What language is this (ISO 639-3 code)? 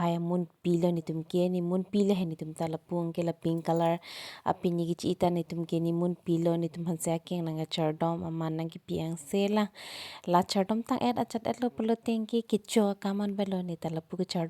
mjw